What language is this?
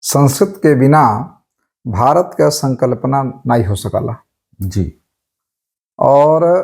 Bhojpuri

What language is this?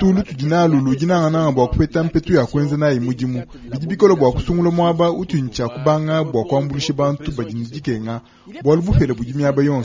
Luba-Lulua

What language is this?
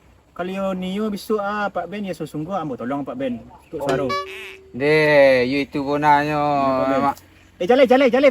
Minangkabau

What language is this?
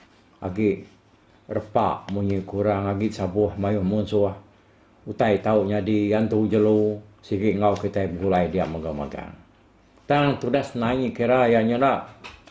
Iban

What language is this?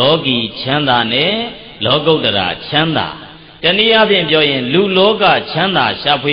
Burmese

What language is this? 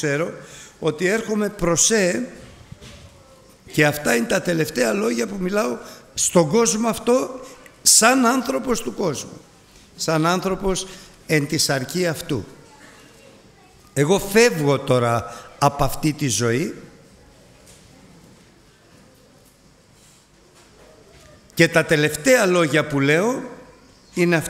Greek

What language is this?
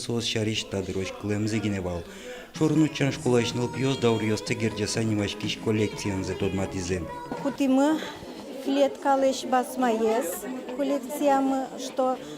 Udmurt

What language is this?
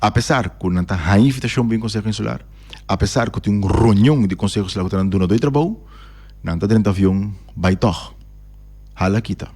Papiamento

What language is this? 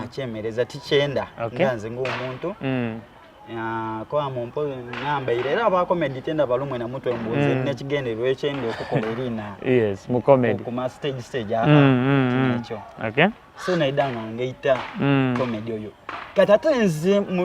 Soga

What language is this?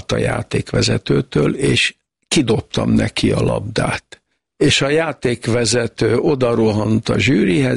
Hungarian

